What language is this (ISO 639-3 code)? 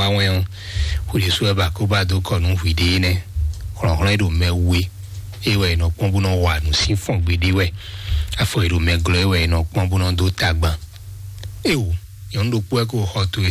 fon